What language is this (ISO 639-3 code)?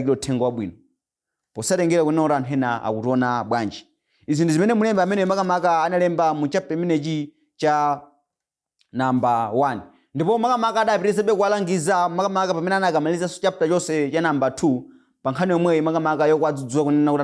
nya